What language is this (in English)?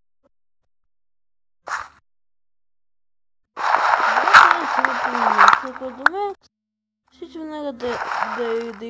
Bulgarian